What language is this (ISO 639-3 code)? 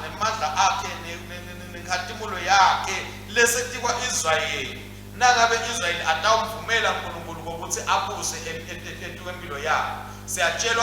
ssw